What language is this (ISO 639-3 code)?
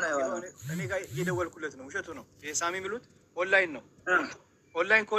amh